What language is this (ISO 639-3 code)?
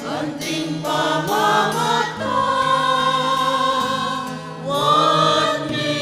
pam